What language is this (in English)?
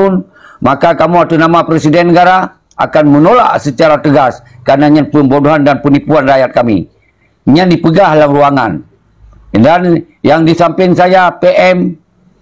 Achinese